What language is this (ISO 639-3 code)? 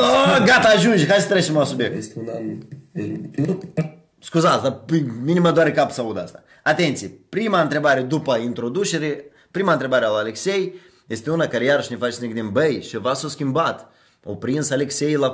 ron